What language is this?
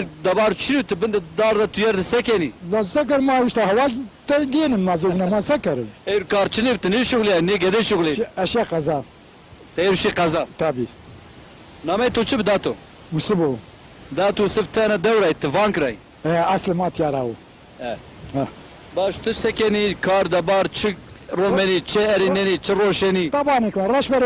Zaza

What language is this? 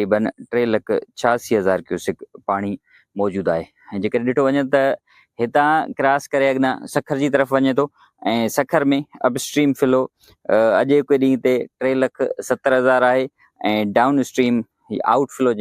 Sindhi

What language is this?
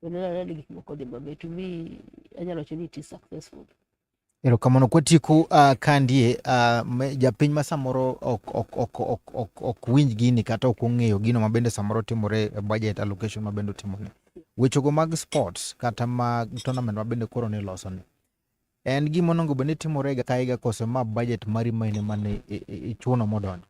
Luo (Kenya and Tanzania)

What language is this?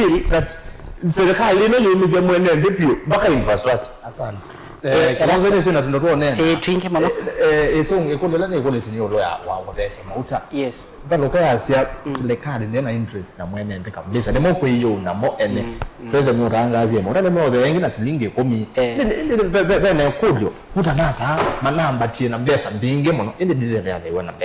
Kamba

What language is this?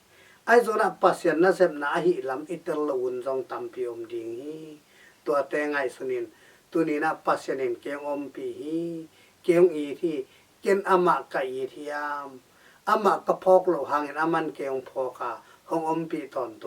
Tedim Chin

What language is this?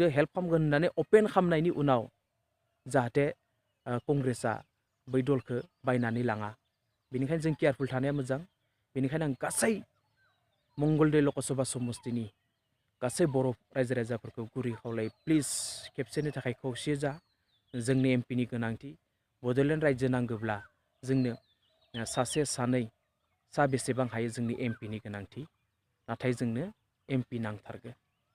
Bodo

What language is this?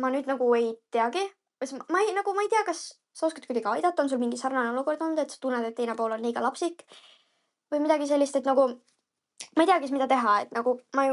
Estonian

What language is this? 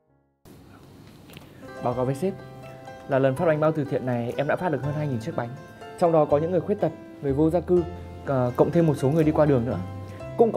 Vietnamese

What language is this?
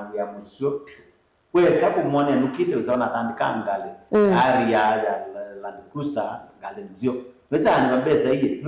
Kamba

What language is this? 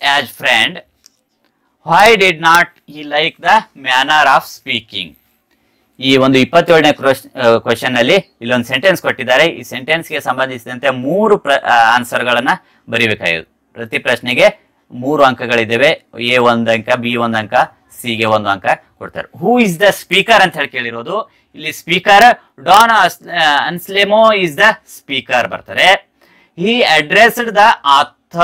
Kannada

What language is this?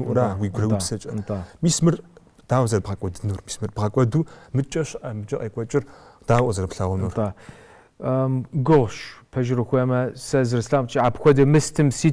Kabardian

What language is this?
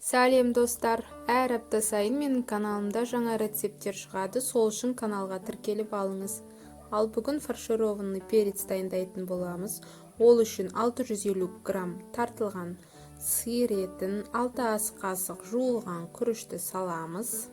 Kazakh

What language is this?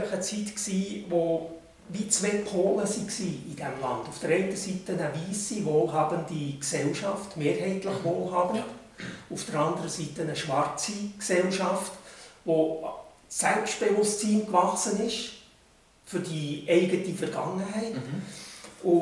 Swiss German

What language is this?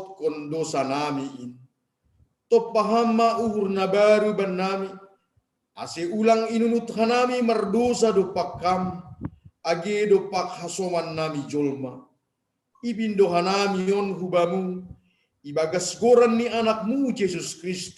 Batak Simalungun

